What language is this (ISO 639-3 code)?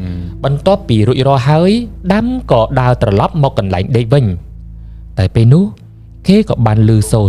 khm